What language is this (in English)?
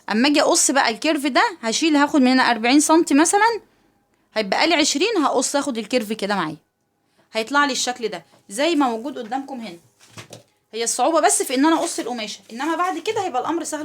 Egyptian Arabic